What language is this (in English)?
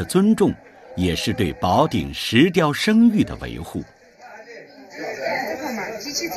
Chinese